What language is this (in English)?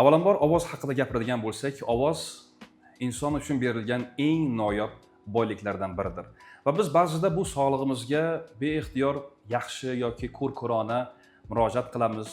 Uzbek